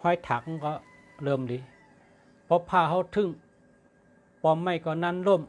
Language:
Shan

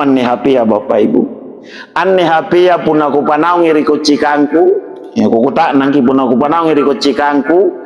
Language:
Makasar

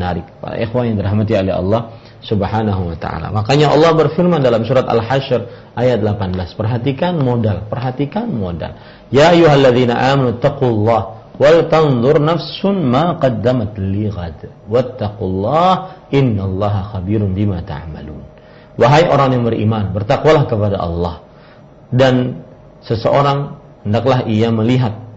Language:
Indonesian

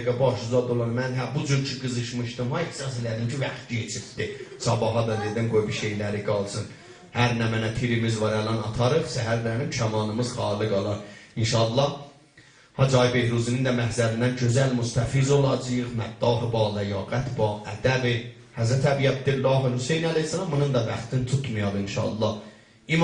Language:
South Azerbaijani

